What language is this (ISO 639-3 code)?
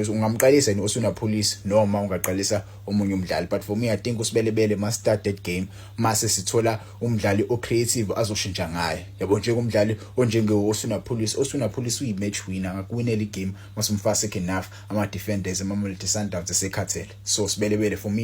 zul